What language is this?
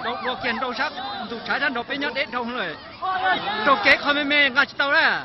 Hmong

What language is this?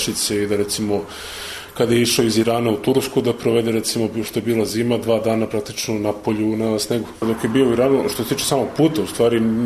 Serbian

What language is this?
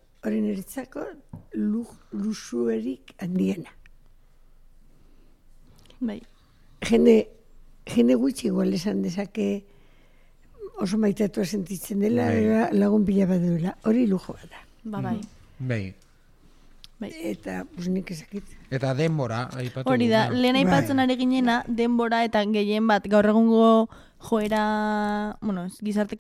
Basque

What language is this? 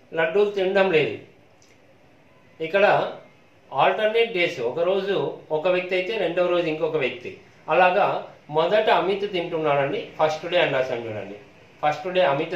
Telugu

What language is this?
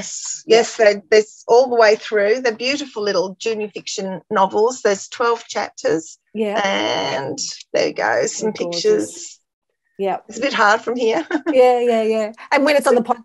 English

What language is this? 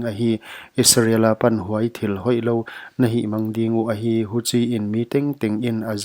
Paite Chin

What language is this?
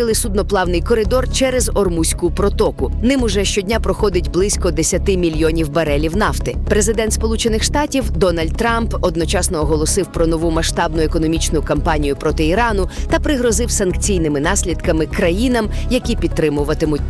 Ukrainian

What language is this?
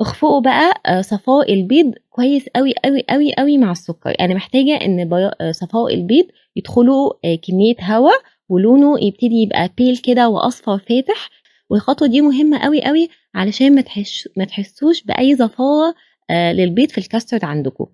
Egyptian Arabic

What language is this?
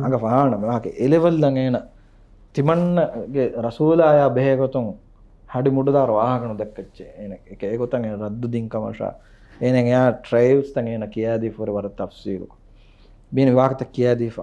Divehi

